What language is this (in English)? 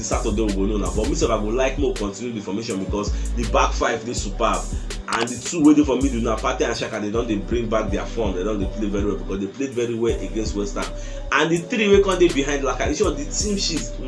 Nigerian Pidgin